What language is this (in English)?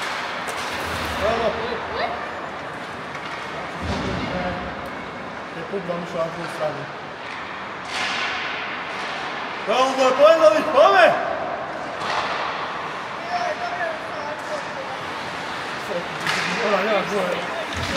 Slovak